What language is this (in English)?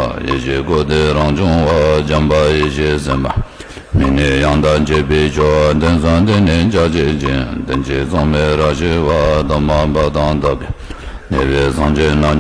Tibetan